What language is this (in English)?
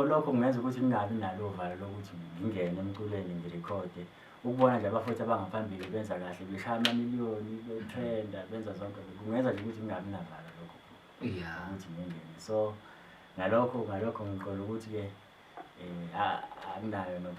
Zulu